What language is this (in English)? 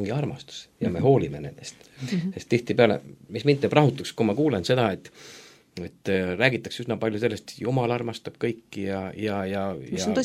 Estonian